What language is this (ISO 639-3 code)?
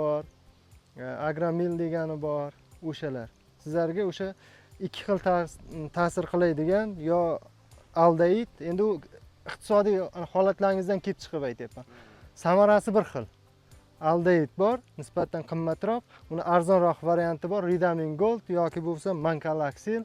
uzb